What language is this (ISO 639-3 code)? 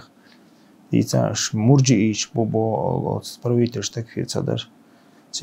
che